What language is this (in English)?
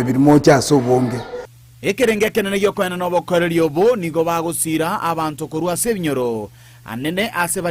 Gusii